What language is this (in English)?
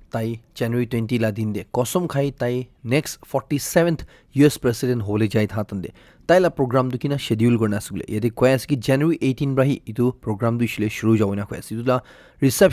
Naga Pidgin